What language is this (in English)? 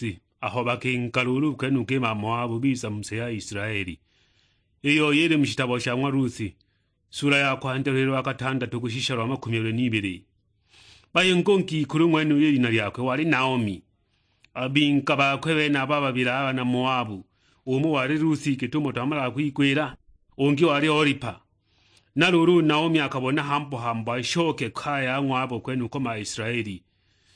Sukuma